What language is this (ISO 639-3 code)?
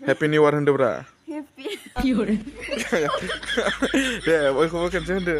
brx